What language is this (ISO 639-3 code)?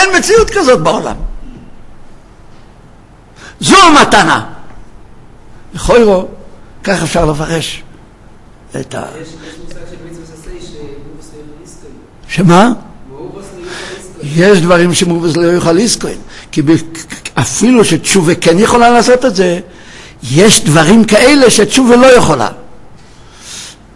heb